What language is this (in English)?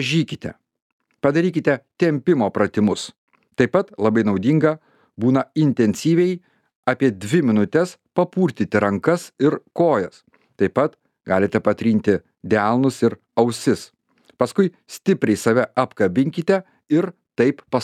Lithuanian